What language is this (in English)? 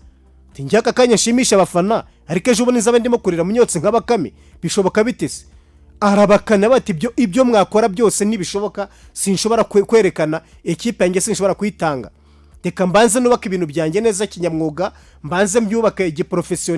Kinyarwanda